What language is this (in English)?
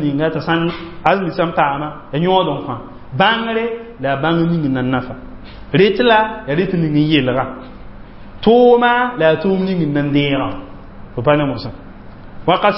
Mossi